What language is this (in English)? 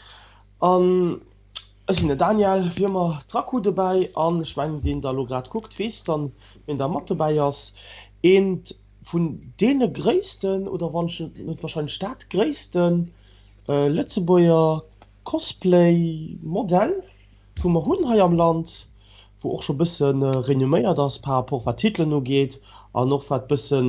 Luxembourgish